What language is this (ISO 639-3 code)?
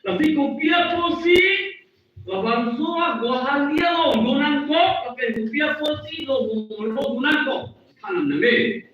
mjw